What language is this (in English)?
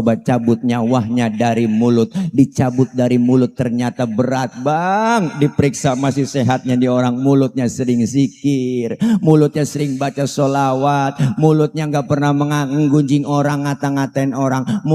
Betawi